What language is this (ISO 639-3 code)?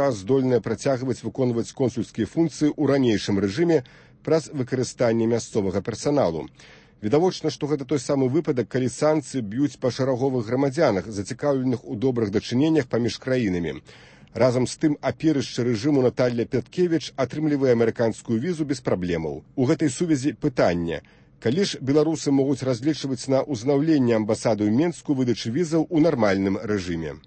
bel